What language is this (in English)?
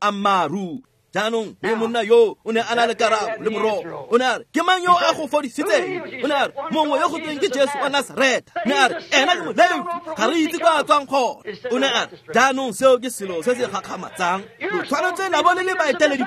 Tswana